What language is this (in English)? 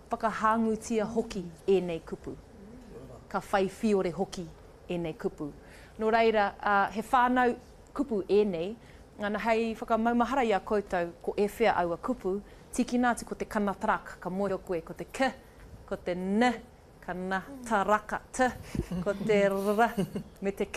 Māori